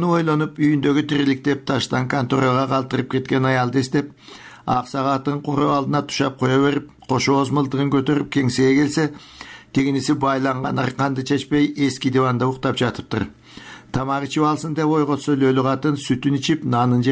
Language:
Kyrgyz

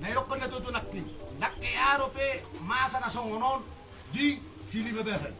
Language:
Batak Toba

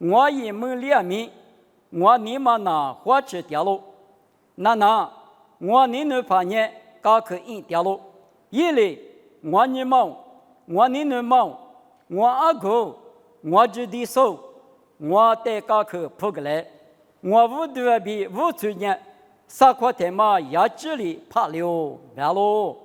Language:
Lisu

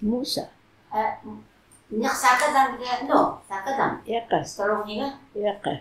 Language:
Taroko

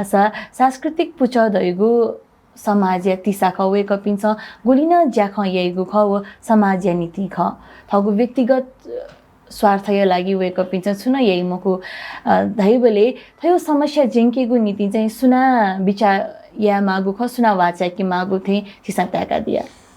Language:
Newari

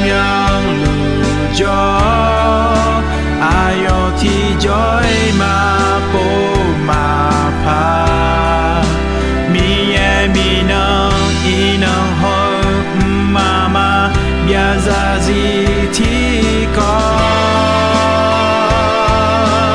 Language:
Akha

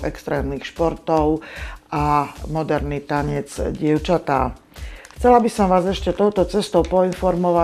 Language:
Slovak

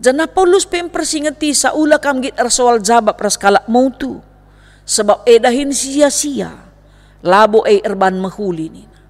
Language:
Batak Karo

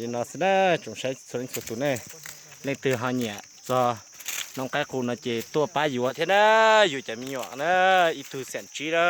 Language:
Hmong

